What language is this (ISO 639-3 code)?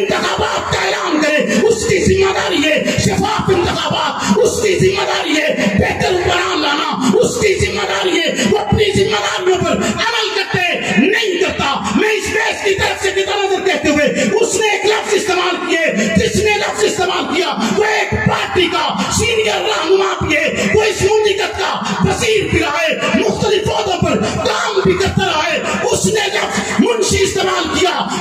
urd